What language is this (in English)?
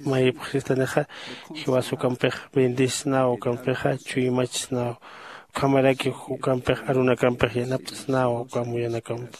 Aymara